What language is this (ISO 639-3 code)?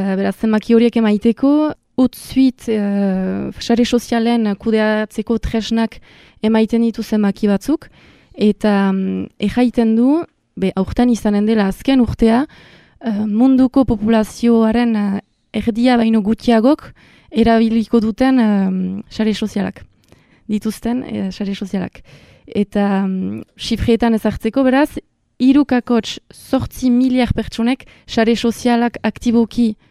eus